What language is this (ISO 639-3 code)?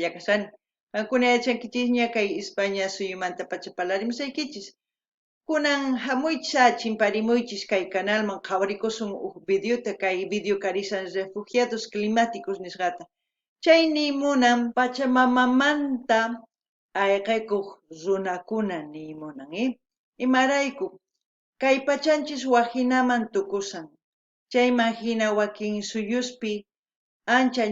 quh